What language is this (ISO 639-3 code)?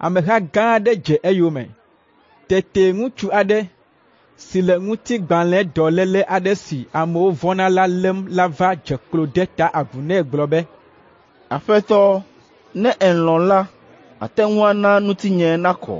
ewe